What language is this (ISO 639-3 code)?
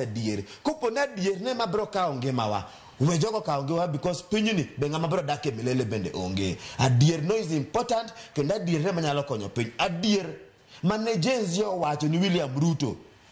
luo